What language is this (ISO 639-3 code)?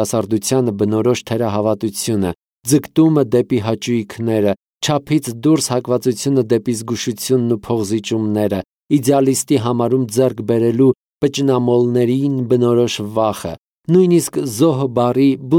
hye